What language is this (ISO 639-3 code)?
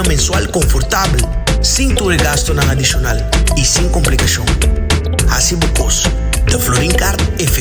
pap